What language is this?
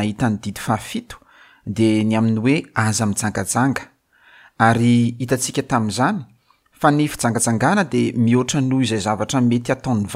Malagasy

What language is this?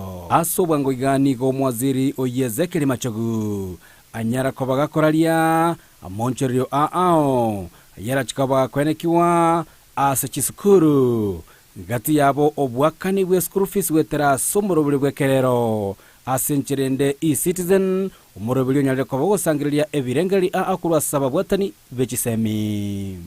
Gusii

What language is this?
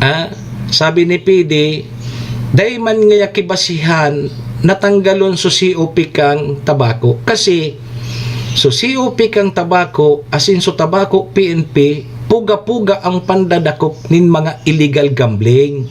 Bikol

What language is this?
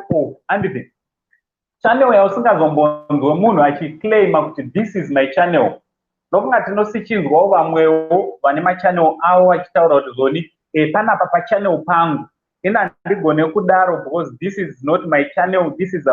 Shona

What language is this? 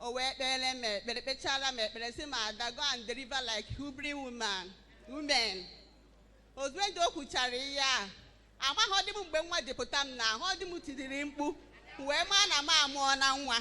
Igbo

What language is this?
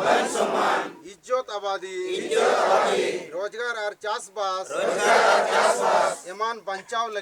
Santali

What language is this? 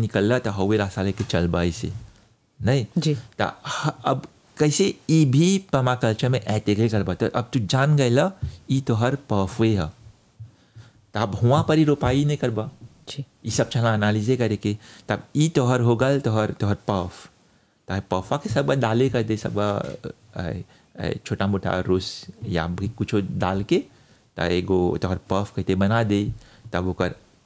Bhojpuri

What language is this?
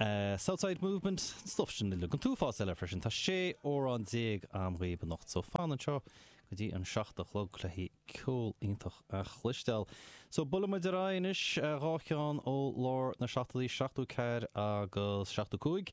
Irish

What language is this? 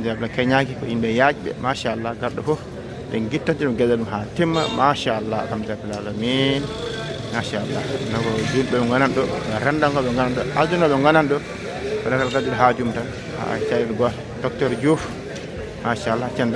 Fula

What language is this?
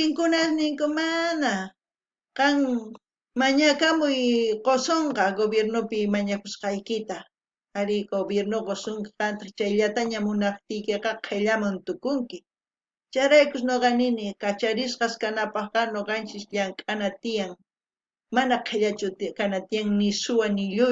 South Bolivian Quechua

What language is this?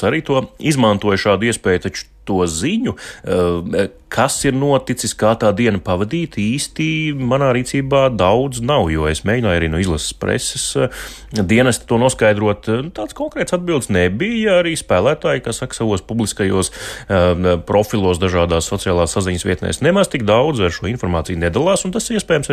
Latvian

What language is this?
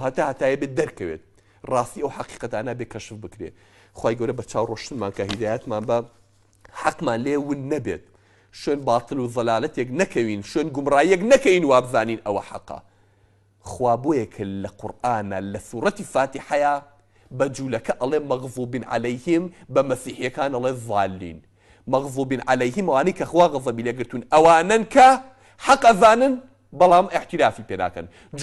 Central Kurdish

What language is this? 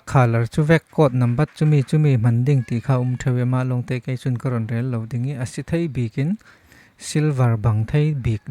Falam Chin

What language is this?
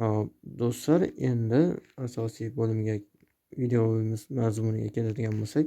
Uzbek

